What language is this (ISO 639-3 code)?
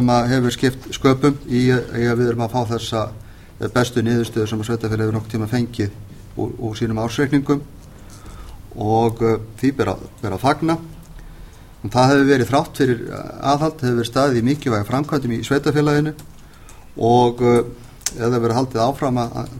isl